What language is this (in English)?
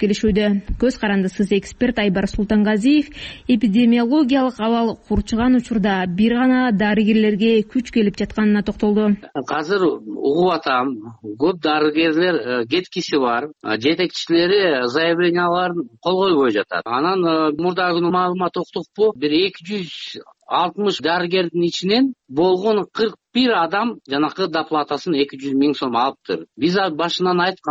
Kyrgyz